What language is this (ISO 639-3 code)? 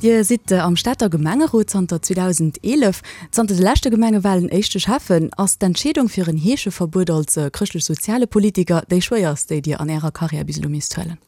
ltz